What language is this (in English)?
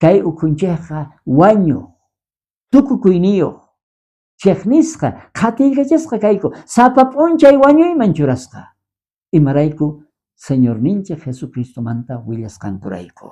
South Bolivian Quechua